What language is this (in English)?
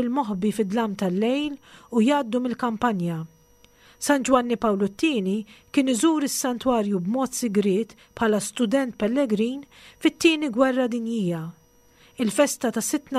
Maltese